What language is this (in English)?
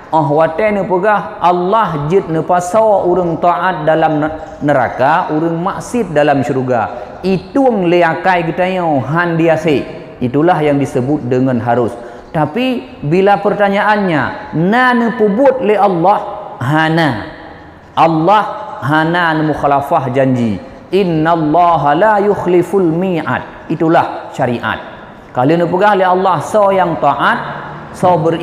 Achinese